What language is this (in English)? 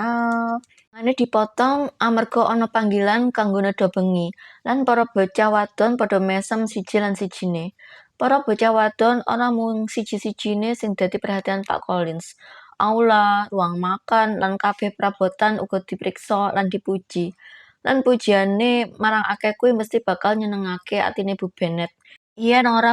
Javanese